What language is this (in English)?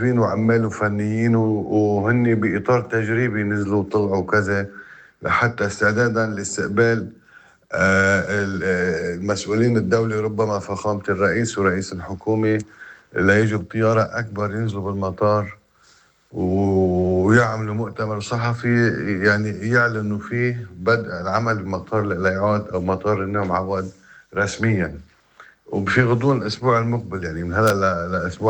North Levantine Arabic